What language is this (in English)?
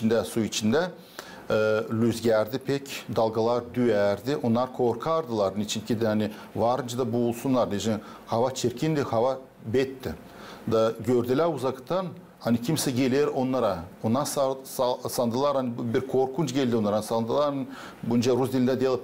Gagauz